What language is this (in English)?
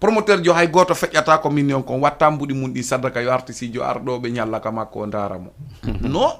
Fula